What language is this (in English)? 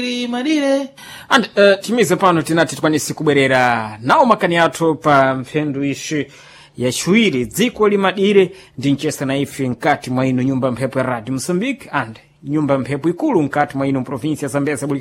Sena